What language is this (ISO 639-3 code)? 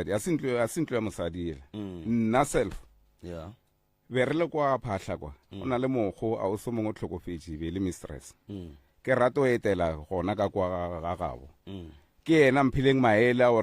nso